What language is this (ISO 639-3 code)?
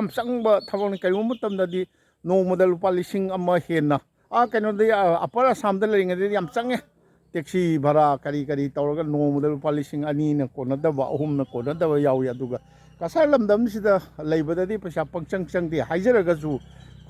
mni